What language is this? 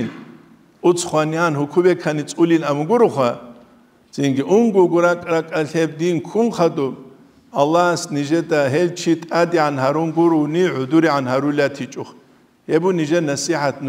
Avaric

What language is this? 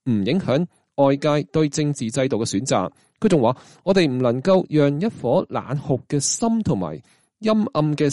Cantonese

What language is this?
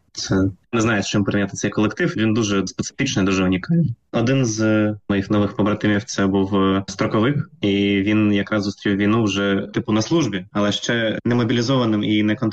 Ukrainian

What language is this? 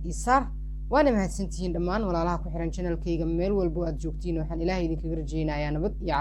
Somali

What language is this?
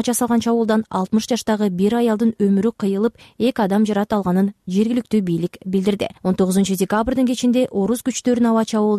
Kyrgyz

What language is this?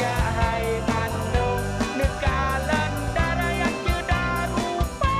Achinese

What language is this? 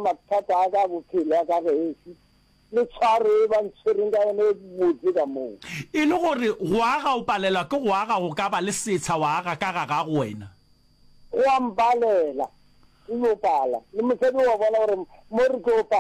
Northern Sotho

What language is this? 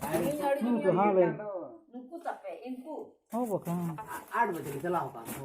Santali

